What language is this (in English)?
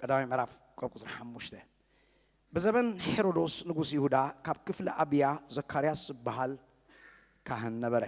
Tigrinya